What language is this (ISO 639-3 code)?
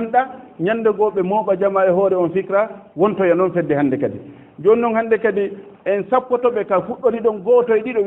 ful